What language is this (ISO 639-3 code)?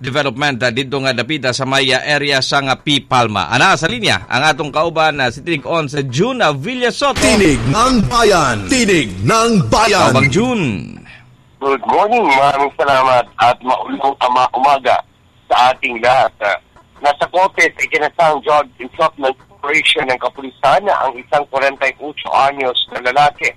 ceb